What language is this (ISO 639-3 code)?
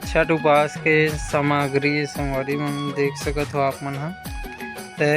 hne